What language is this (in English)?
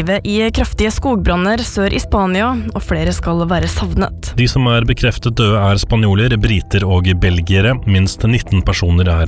Norwegian